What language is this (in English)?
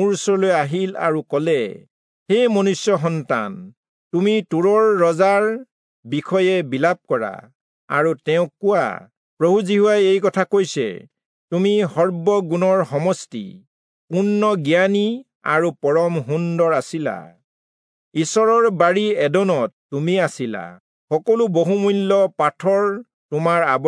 Assamese